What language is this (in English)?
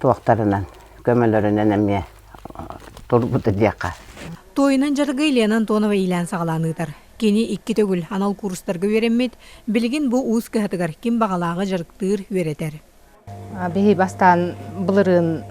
Yakut